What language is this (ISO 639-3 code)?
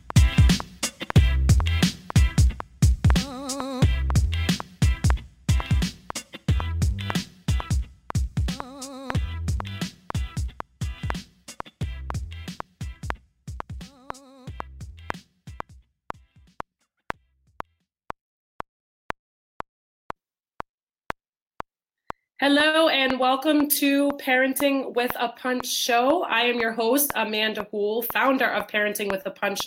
eng